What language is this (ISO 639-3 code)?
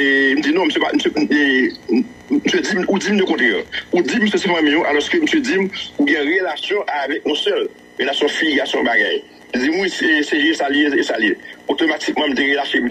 hat